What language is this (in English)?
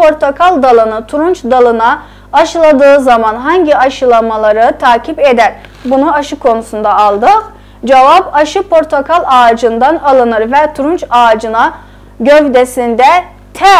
South Azerbaijani